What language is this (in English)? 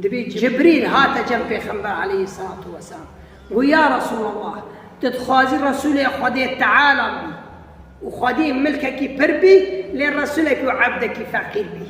Kurdish